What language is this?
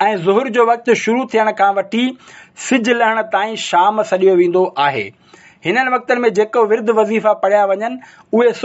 Sindhi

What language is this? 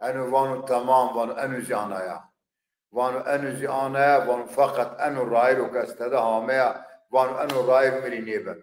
Zaza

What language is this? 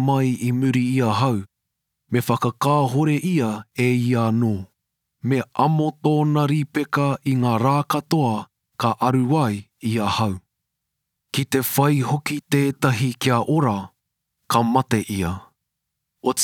Māori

